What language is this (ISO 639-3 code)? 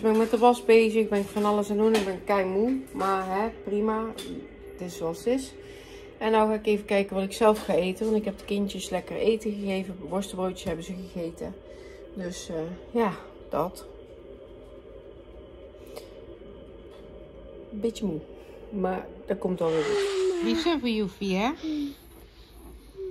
nld